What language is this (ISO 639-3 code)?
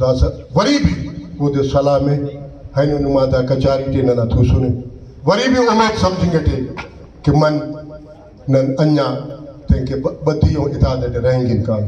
brh